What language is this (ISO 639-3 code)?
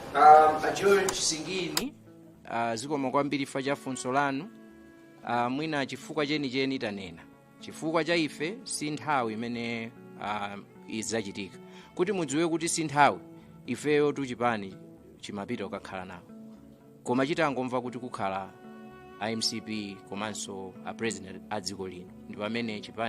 nya